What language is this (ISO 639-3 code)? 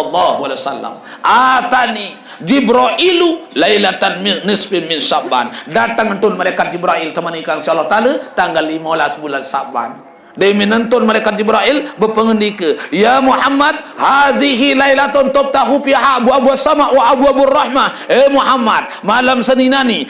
sas